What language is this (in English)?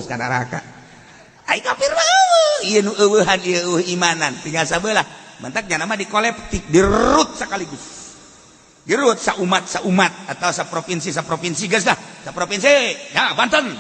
Sundanese